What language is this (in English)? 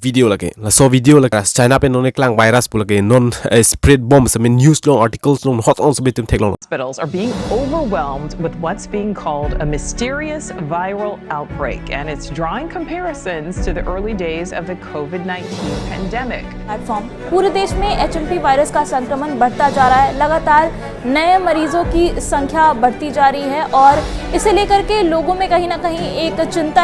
Karbi